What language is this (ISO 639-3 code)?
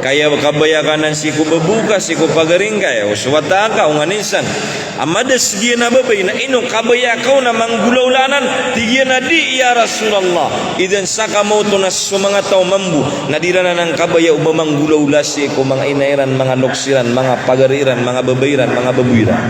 mrw